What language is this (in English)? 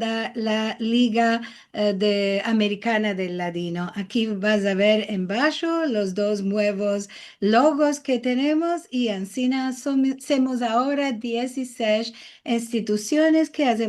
Ladino